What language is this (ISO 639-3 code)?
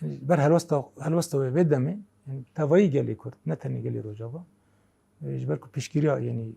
kur